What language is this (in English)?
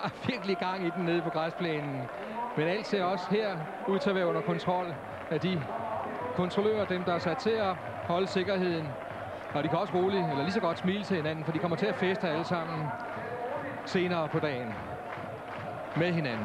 Danish